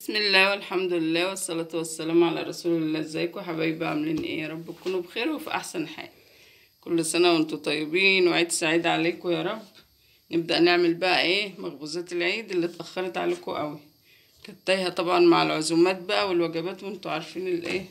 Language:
Egyptian Arabic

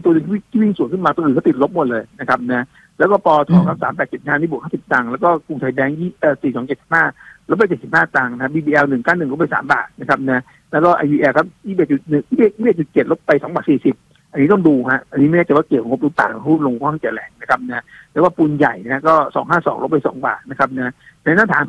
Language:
Thai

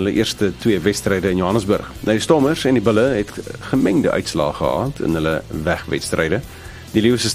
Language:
Afrikaans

